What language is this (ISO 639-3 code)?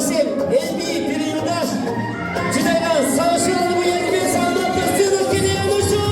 chv